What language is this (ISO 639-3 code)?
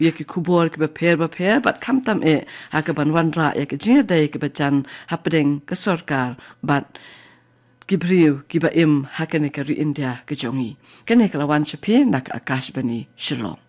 kha